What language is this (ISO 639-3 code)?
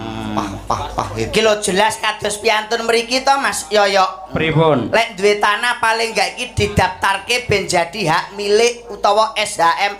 jav